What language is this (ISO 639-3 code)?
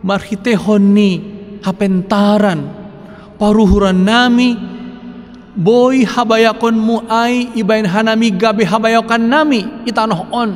bts